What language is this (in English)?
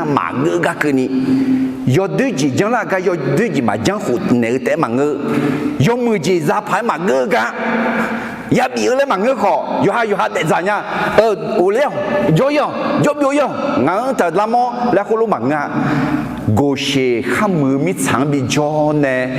Akha